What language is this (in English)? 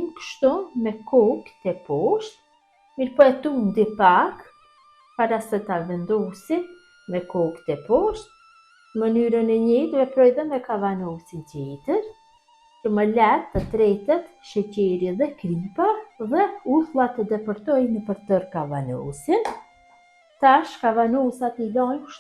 Albanian